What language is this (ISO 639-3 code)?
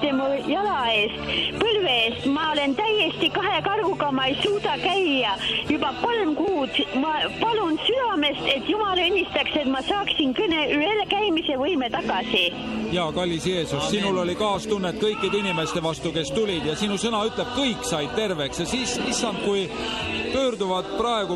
est